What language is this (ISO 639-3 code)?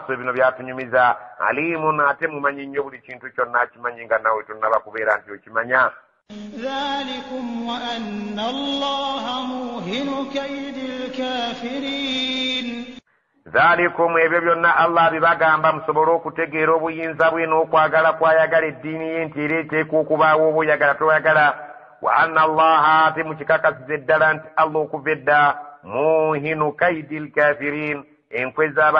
lug